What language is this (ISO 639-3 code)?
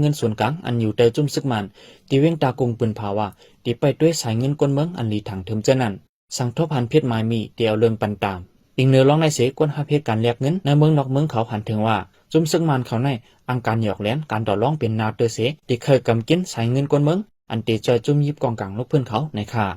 shn